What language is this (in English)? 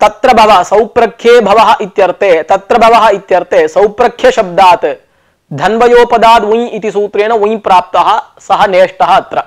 Sanskrit